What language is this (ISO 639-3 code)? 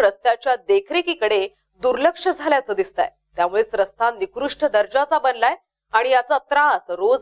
mar